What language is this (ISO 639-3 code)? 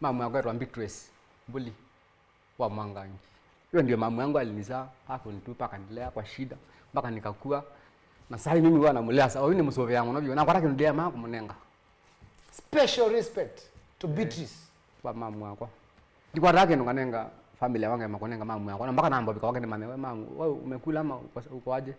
kam